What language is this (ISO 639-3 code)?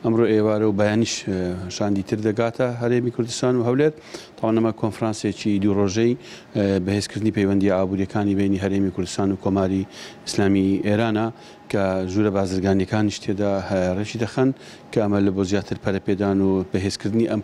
ckb